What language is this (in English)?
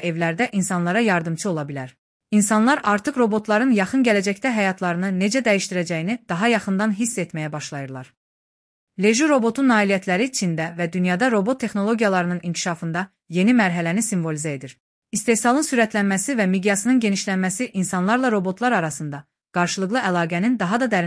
Azerbaijani